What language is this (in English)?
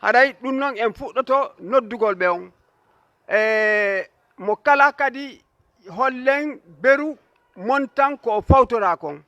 Fula